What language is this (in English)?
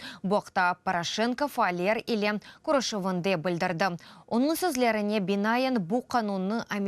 Crimean Tatar